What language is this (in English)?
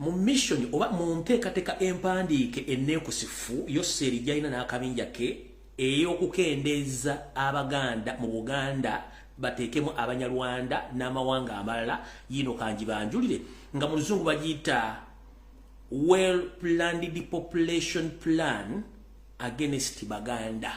Ganda